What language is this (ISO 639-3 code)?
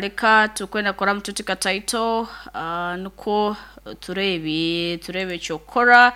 nyn